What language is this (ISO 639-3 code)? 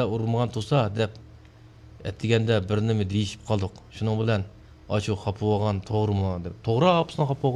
uig